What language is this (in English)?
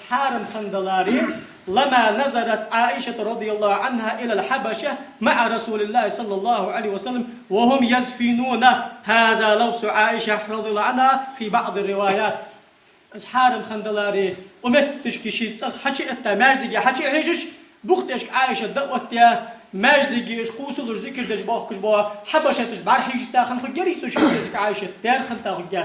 Ingush